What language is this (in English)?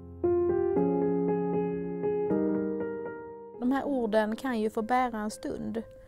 Swedish